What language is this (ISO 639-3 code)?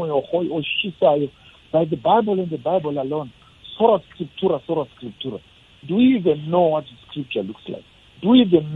nbl